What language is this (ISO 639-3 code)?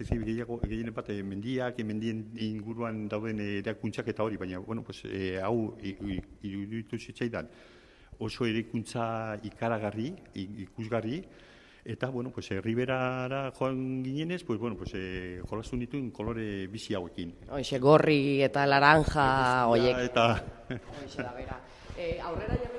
eus